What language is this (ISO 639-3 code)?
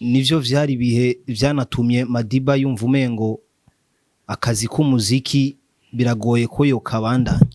run